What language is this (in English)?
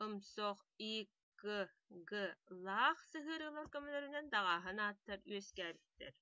Yakut